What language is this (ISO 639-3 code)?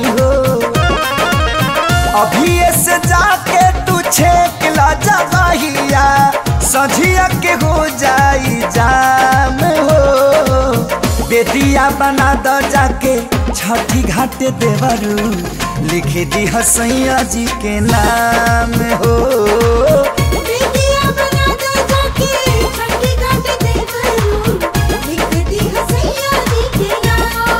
bho